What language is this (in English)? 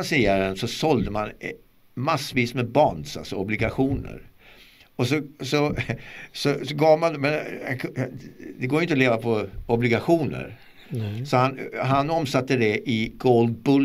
Swedish